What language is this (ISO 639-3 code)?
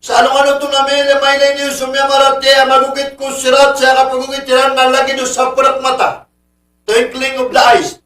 mrw